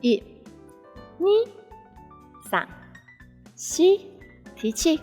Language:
Hakka Chinese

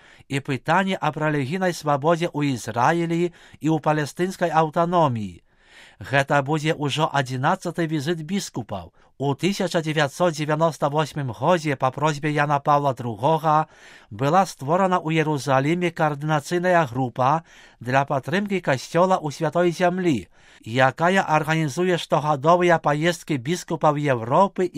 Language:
Belarusian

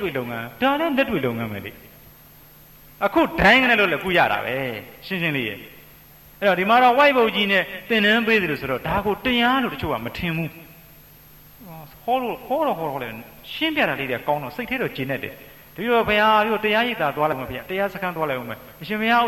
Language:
Burmese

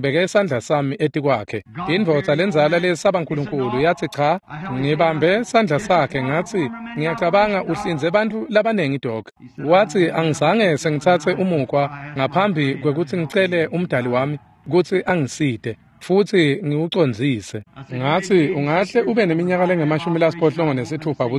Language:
Swati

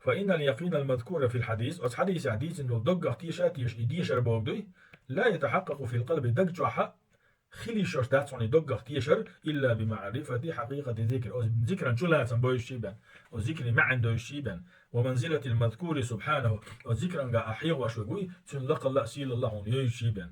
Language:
Chechen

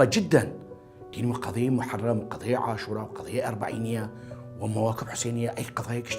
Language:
Southern Kurdish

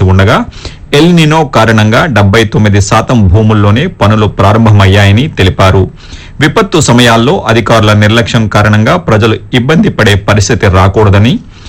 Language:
Telugu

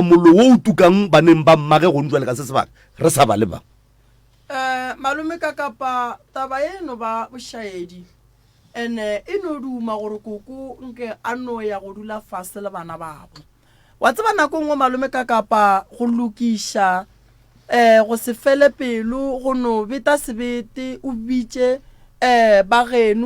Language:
Northern Sotho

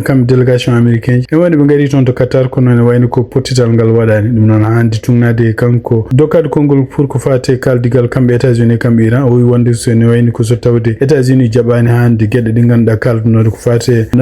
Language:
Fula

